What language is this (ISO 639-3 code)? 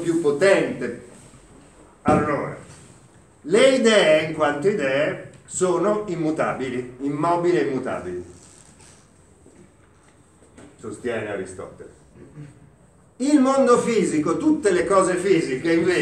ita